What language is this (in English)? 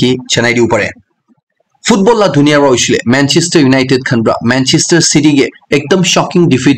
Naga Pidgin